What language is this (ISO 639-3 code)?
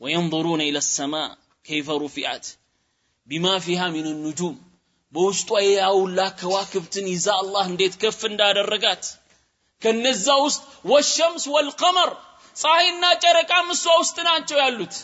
amh